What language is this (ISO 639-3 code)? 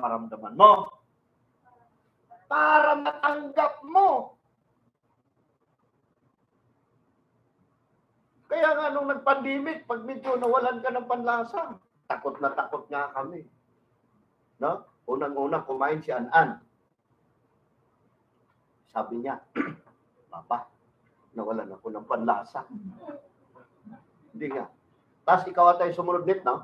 fil